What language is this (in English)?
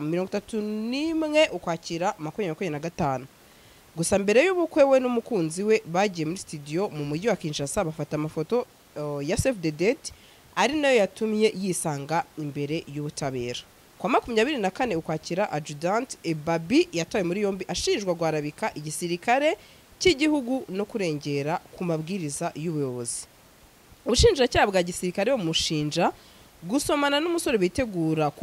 Kinyarwanda